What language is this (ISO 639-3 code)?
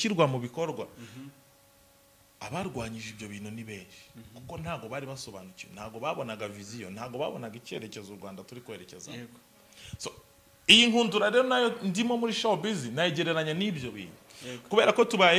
kin